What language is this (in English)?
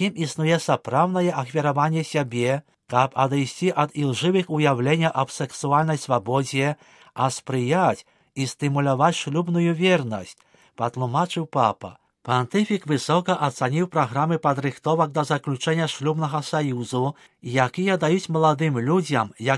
Belarusian